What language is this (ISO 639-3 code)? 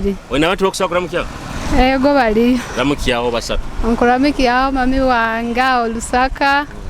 nyo